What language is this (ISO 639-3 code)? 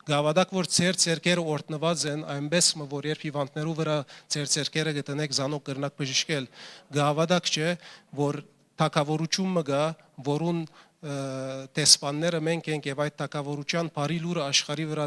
hyw